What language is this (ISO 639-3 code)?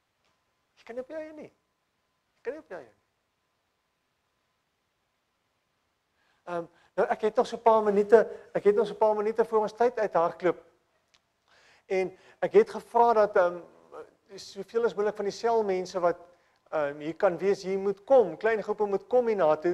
afr